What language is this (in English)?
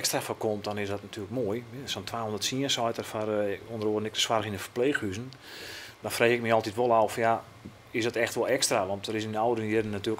Western Frisian